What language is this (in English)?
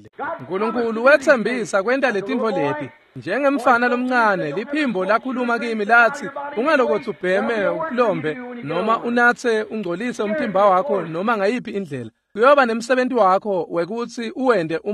Swati